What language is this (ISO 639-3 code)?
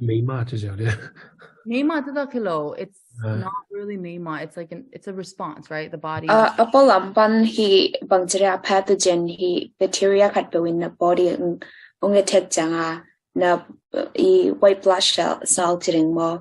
ctd